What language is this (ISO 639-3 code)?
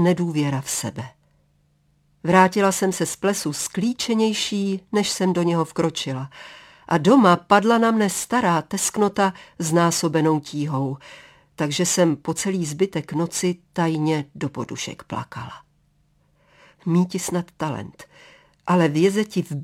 ces